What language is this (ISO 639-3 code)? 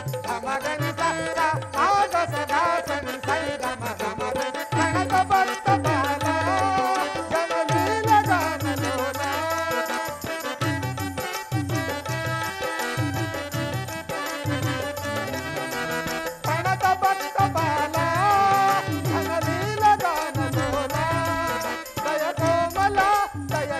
kan